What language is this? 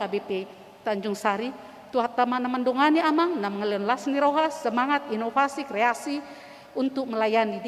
Batak Toba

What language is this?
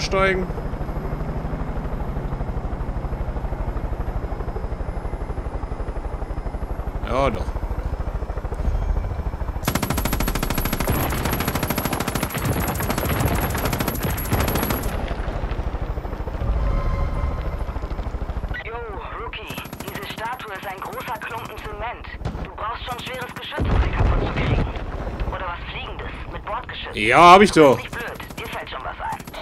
German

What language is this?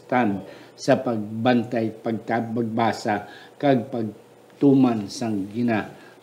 Hiligaynon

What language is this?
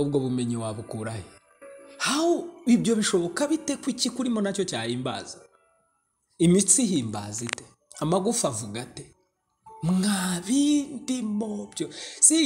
Kinyarwanda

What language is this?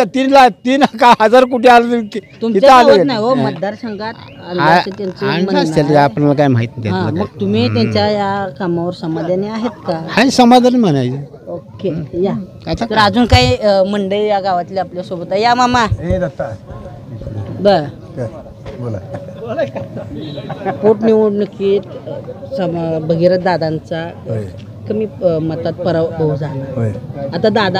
Marathi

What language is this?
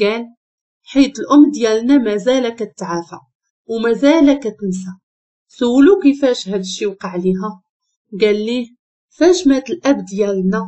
Moroccan Arabic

